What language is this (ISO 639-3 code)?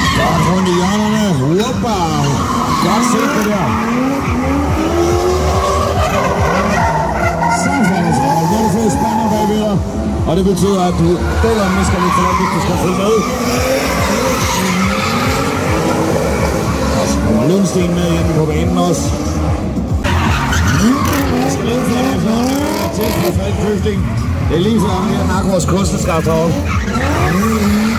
dan